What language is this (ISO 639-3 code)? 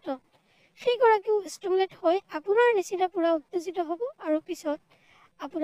asm